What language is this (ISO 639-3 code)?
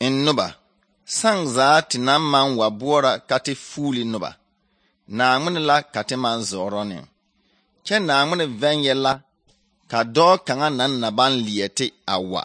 dga